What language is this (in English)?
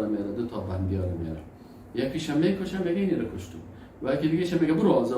Persian